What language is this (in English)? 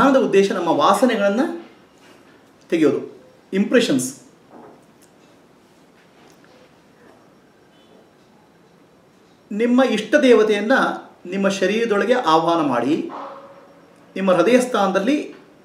Kannada